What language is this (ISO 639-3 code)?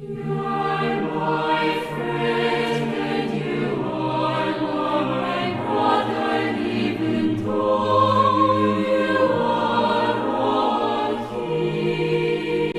quh